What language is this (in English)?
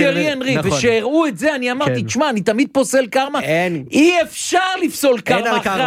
Hebrew